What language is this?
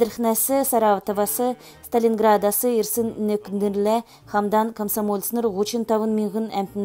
Kalmyk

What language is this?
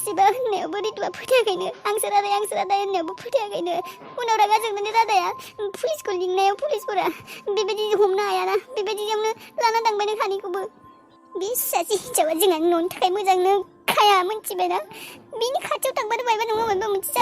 Bodo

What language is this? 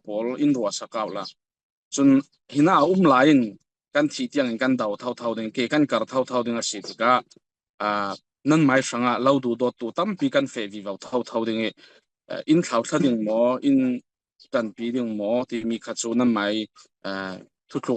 Falam Chin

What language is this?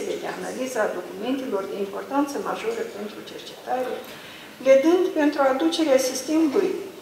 Romanian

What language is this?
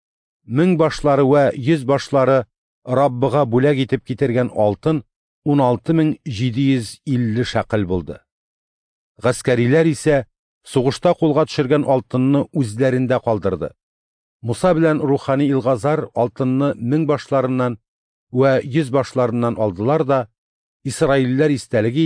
Tatar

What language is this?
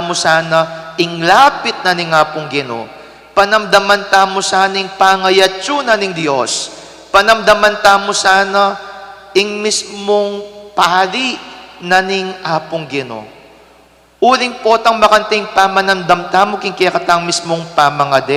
Pampanga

